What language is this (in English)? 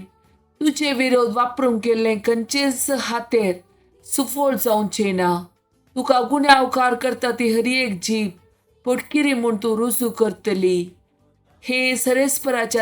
Konkani